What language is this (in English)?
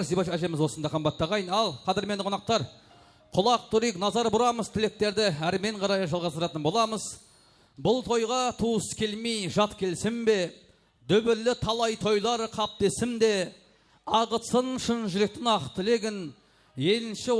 Kara-Kalpak